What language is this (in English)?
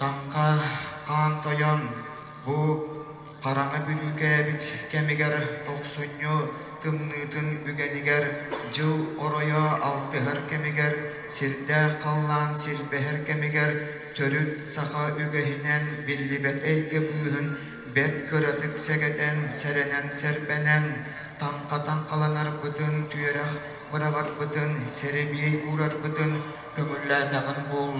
Yakut